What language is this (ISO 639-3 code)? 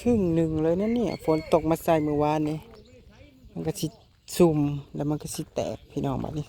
tts